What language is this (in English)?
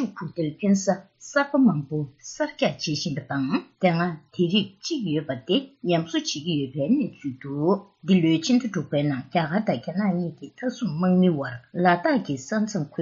Tibetan